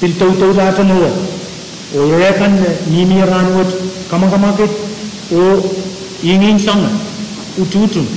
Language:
Pohnpeian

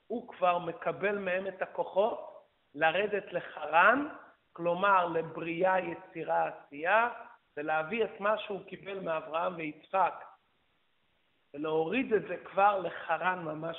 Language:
Hebrew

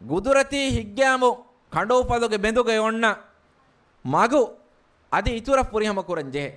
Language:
Divehi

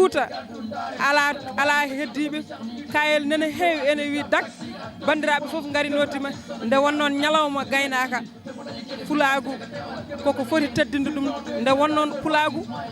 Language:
Fula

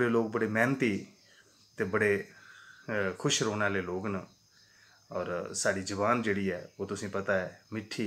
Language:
Dogri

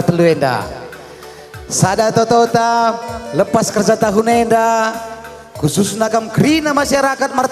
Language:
Batak Karo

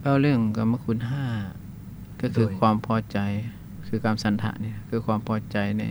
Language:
Lao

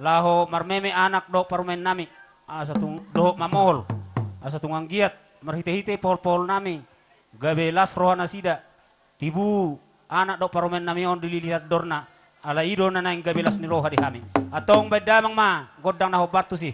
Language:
Batak Toba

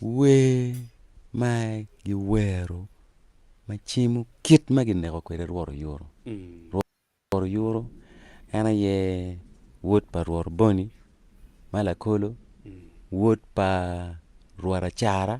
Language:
Acoli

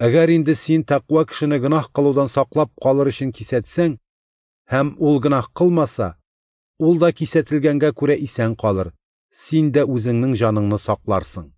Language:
Tatar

